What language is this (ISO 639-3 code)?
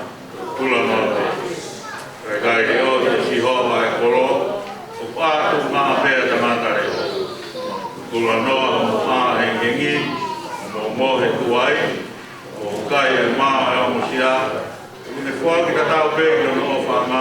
ton